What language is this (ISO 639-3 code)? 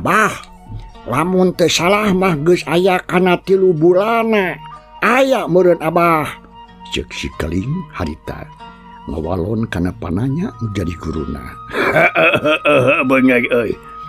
sun